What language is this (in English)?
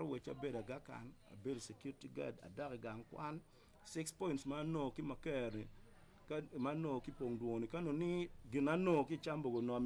Acoli